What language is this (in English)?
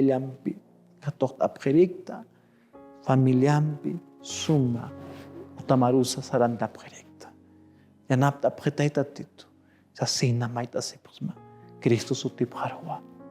Aymara